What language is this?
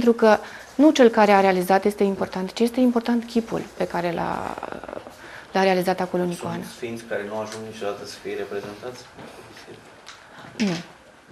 Romanian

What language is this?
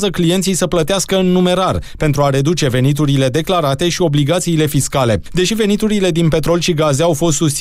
Romanian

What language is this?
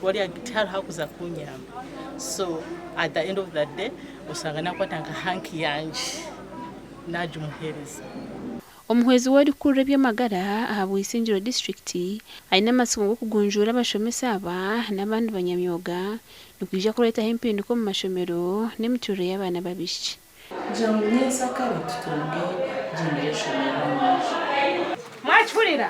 Nyankole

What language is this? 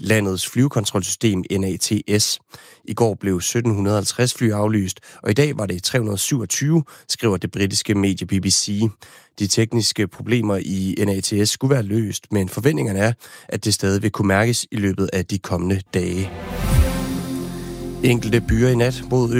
Danish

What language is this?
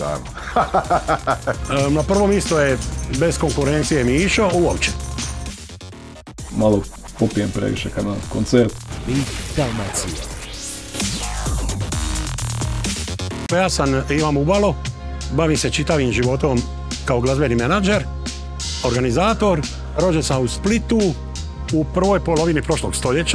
Croatian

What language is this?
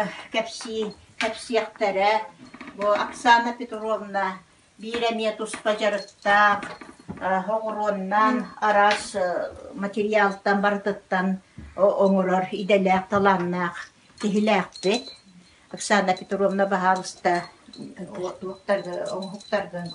Yakut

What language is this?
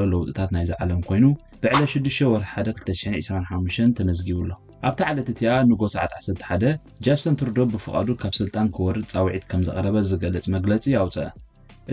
Tigrinya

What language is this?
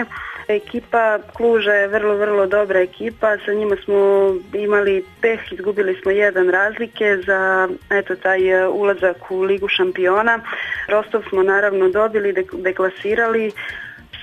Serbian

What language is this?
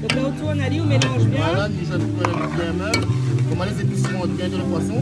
Réunion Creole French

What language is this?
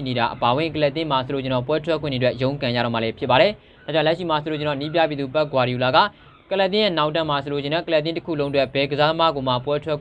Burmese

